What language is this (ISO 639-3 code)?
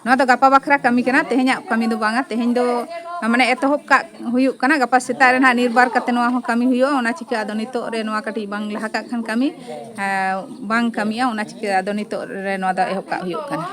sat